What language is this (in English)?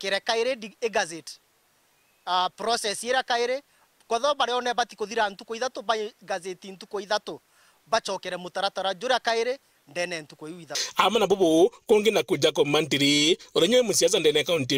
Meru